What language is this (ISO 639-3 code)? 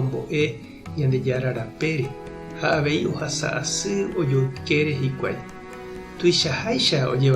grn